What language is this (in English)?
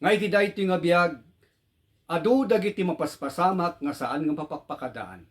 Iloko